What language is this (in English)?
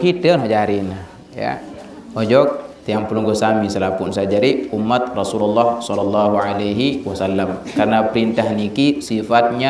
Sasak